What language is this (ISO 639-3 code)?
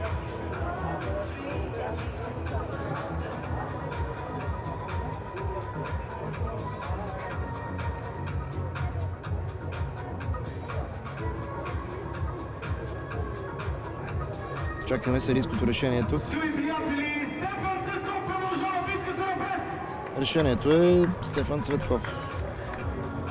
bul